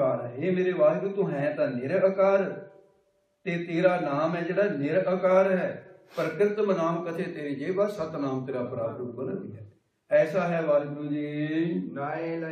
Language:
Punjabi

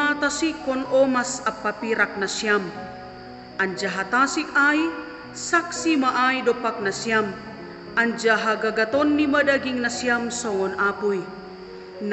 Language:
Batak Simalungun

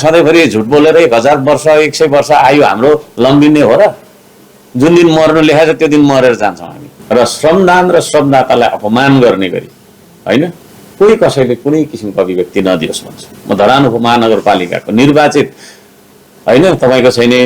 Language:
Nepali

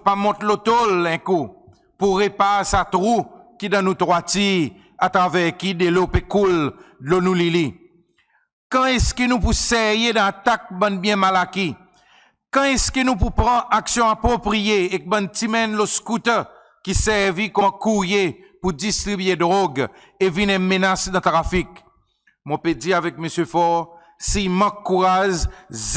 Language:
Seselwa Creole French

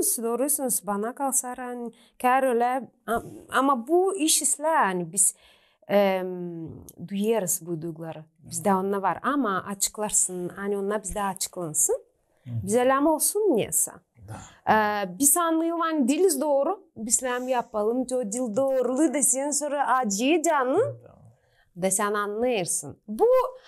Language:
Gagauz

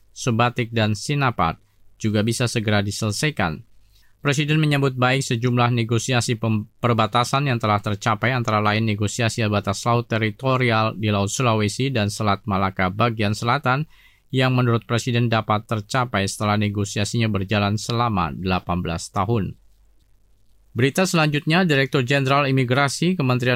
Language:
Indonesian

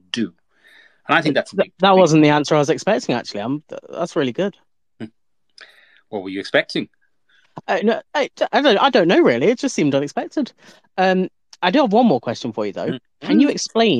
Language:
English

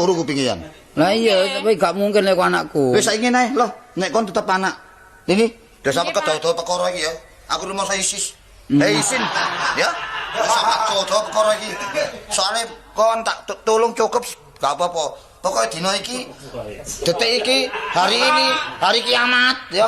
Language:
Javanese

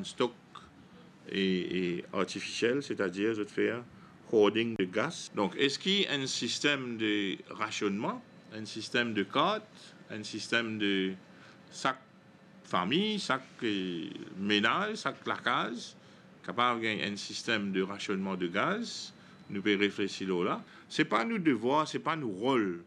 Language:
Morisyen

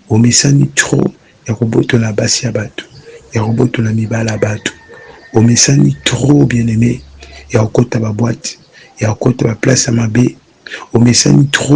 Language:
Lingala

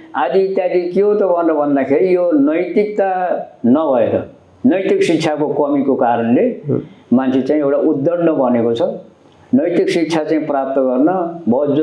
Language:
Nepali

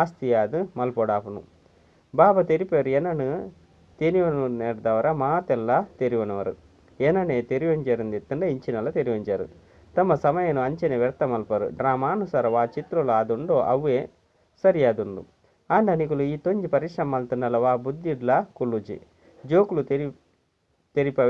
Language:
Tulu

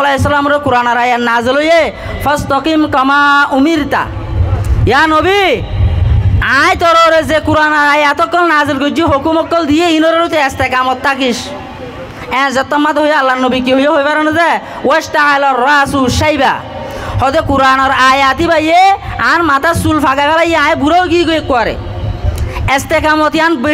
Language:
Rohingya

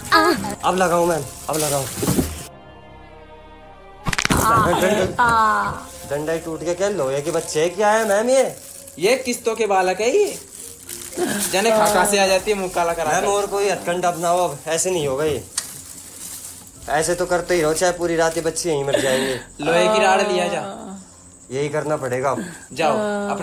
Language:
Hindi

